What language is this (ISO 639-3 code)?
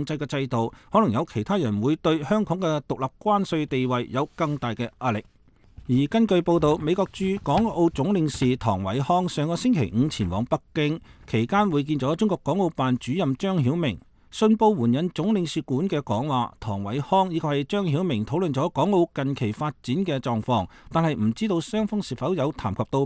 yue